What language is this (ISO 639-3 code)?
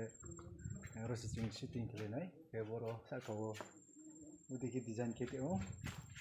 ria